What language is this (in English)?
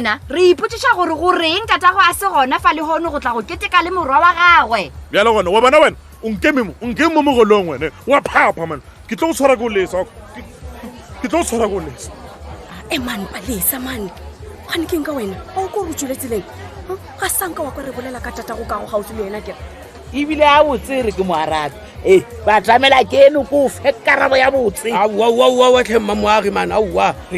Northern Sotho